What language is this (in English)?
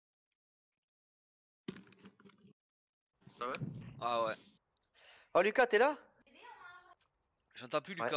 French